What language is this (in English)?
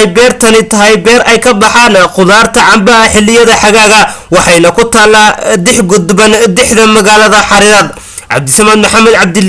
Somali